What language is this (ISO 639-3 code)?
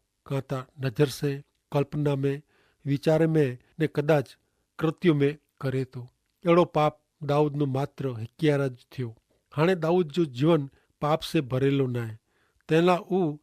kfr